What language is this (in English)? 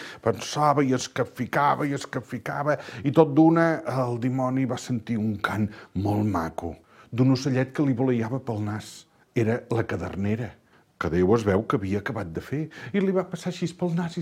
Catalan